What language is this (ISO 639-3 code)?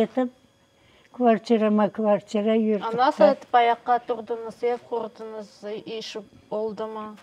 crh